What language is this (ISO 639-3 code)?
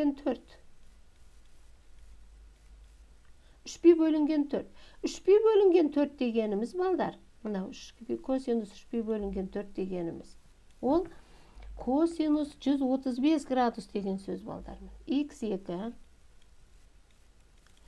kaz